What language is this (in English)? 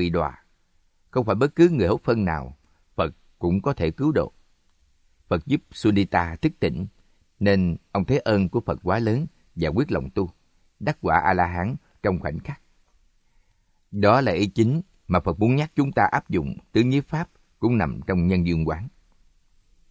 Vietnamese